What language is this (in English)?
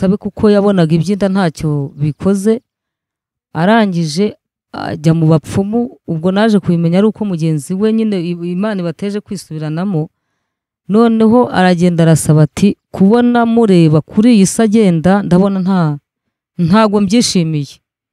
Kinyarwanda